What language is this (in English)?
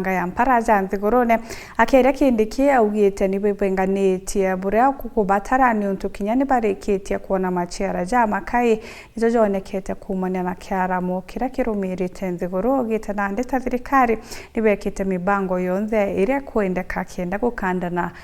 Meru